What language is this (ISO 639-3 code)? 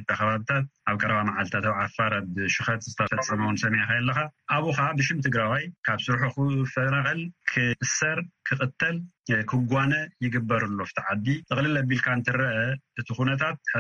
tir